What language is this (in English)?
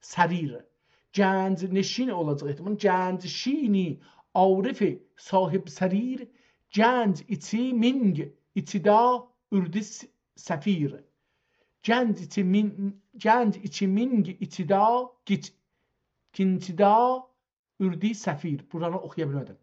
South Azerbaijani